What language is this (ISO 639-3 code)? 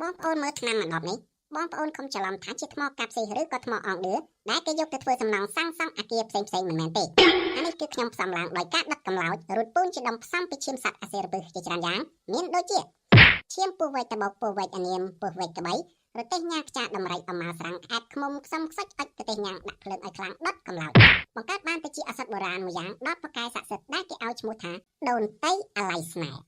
khm